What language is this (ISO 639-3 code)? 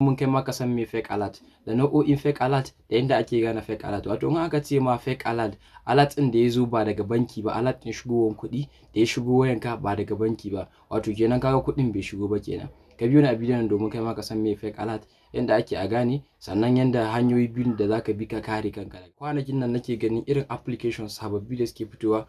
hau